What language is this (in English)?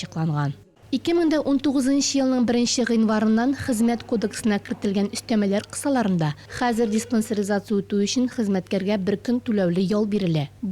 Tatar